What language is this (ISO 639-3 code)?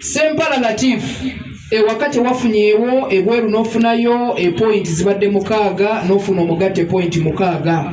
lug